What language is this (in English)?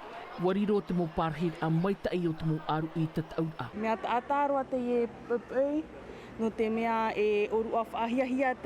Tahitian